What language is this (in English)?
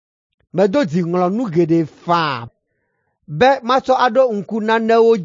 Ewe